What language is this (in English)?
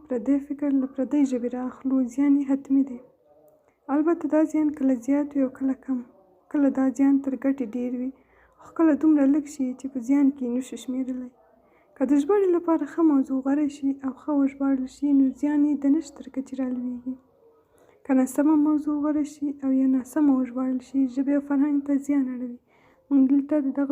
Pashto